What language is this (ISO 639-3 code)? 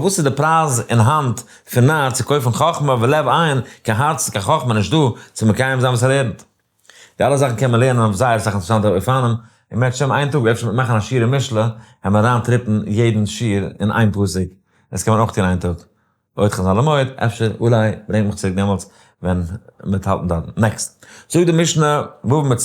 yid